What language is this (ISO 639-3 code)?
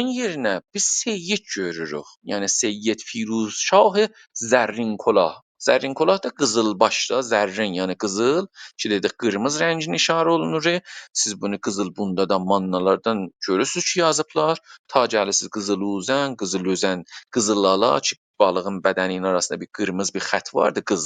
azb